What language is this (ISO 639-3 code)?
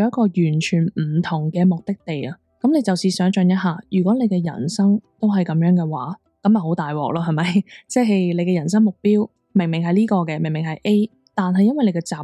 yue